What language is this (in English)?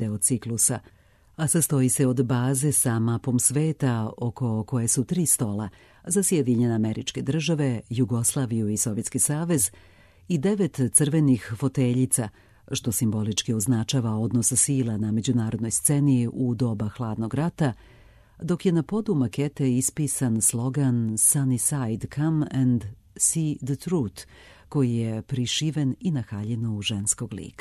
Serbian